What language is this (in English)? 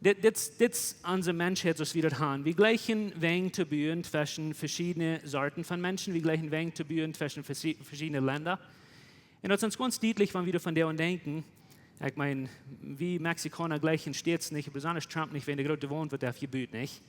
Plautdietsch